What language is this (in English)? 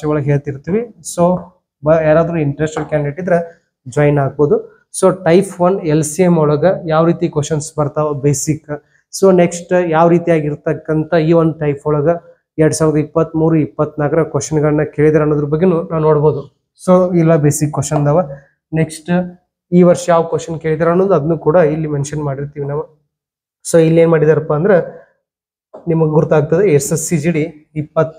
Kannada